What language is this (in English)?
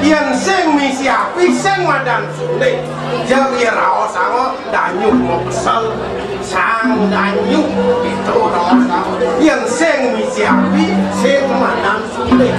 Balinese